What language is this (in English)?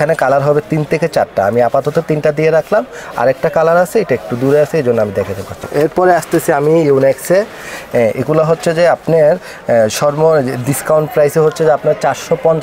Bangla